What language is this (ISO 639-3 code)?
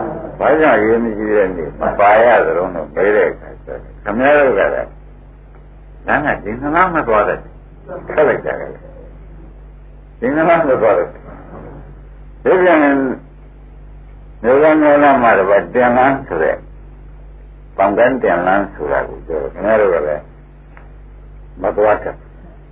mya